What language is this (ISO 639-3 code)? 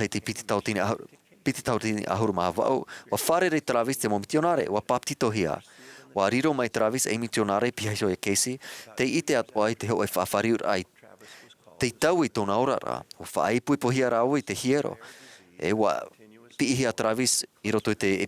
tah